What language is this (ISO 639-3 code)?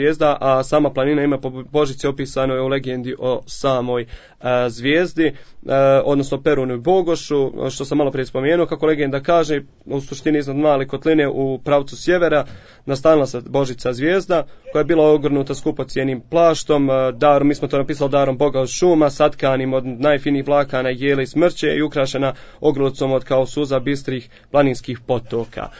bos